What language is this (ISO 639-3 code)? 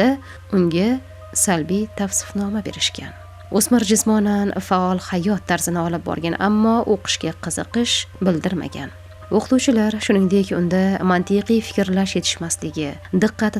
uzb